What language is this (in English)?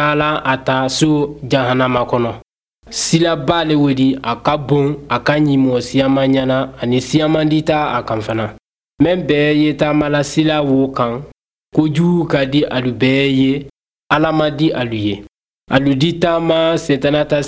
Bambara